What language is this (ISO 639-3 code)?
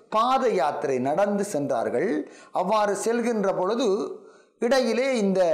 tam